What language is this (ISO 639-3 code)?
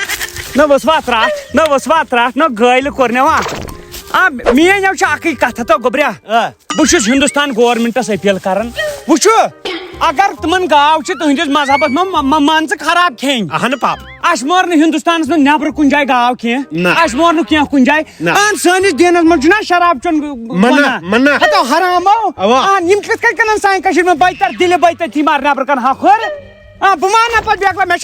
kas